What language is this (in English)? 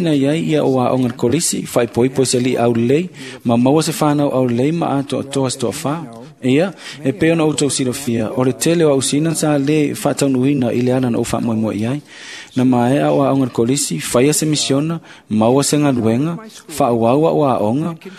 Samoan